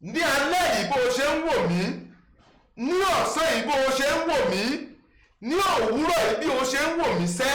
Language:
Yoruba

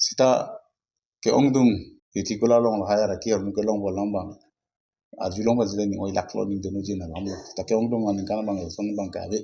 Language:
Karbi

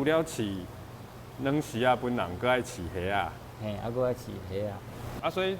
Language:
Min Nan Chinese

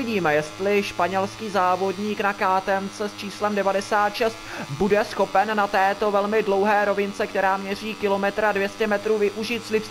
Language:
Czech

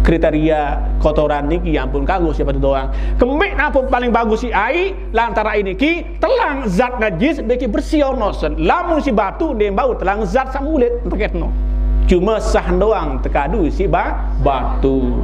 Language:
Sasak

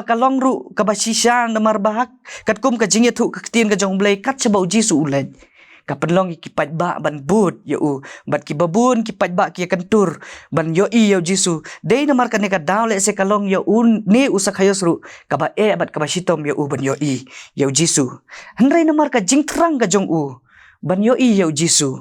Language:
Khasi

